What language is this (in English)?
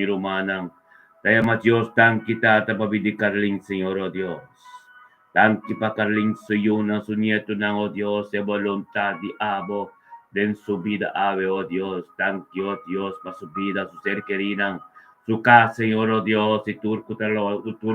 Papiamento